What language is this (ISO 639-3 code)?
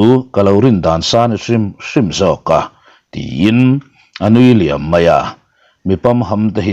lus